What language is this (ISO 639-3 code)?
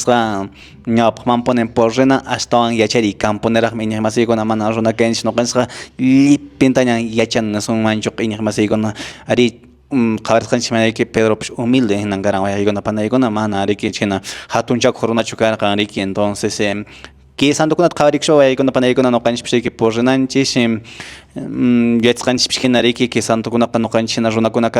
que